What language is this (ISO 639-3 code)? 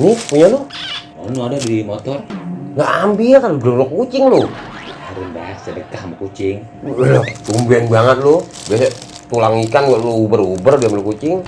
bew